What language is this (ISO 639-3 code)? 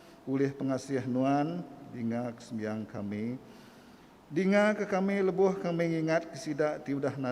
iba